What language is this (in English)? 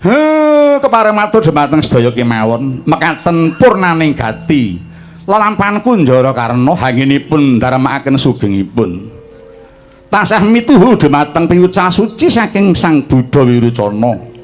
Javanese